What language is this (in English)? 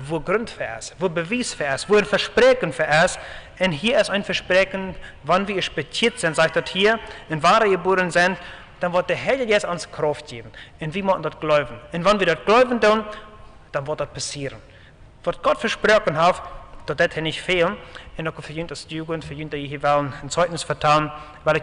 Plautdietsch